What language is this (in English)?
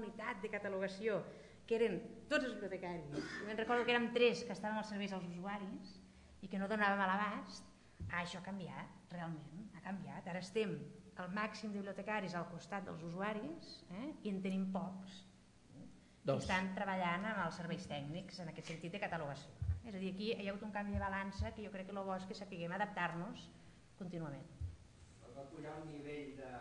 Catalan